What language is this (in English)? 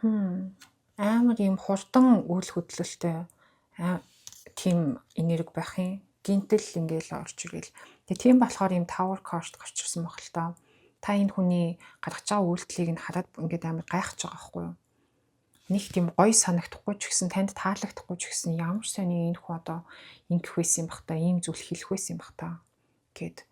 Mongolian